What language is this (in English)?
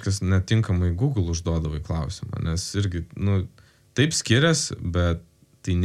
Lithuanian